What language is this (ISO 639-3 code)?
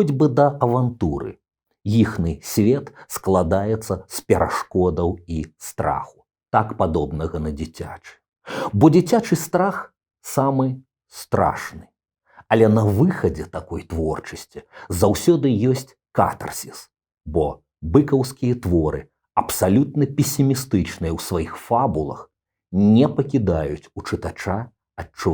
bel